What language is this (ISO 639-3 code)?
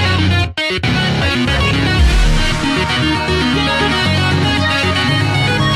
rus